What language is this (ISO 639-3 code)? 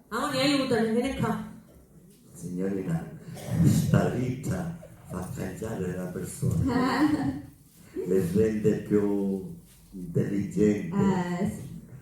scn